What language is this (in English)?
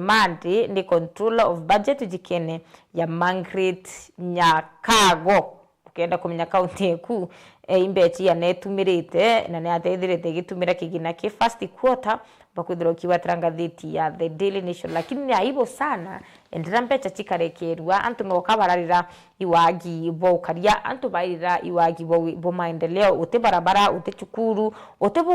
Meru